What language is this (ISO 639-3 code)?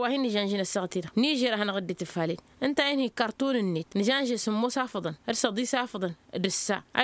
taq